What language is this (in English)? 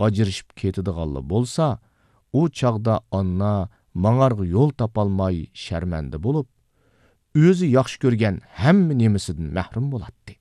Uyghur